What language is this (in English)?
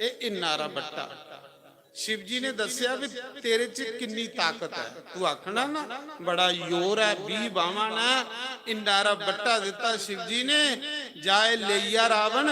Dogri